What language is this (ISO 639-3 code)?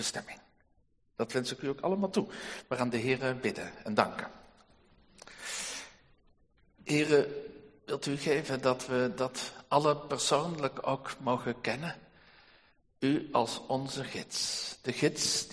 nld